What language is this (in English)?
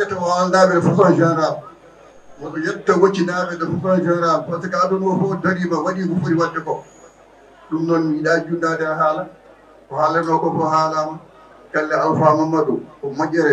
Fula